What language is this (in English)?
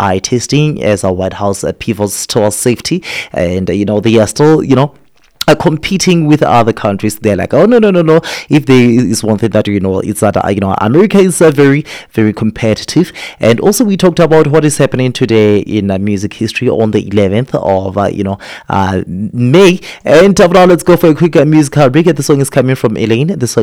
English